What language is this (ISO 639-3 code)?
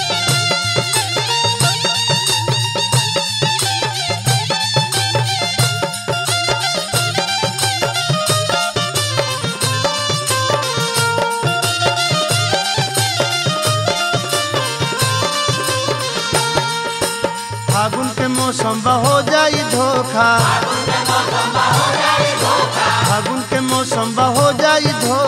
bho